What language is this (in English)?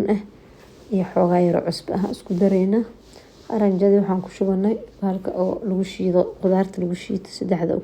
Somali